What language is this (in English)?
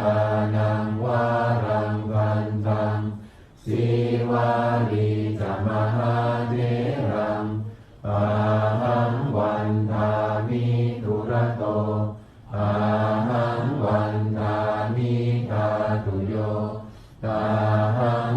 Pali